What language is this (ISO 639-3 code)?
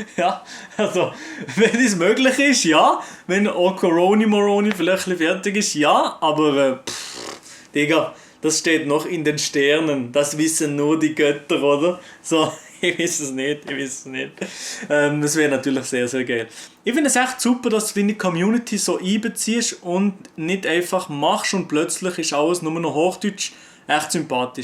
gsw